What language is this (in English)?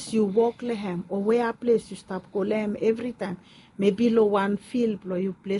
Bislama